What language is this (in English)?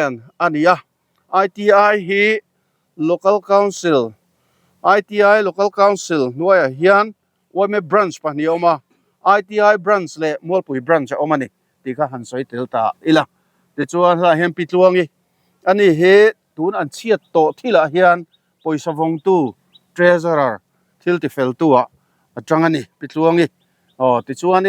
Mizo